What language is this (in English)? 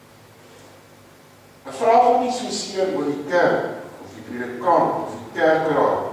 Afrikaans